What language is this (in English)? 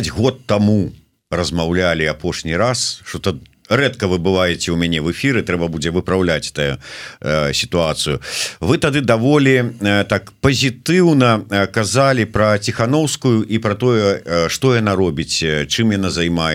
Belarusian